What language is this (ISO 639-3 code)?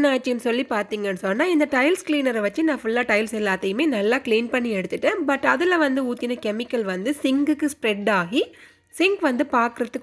tam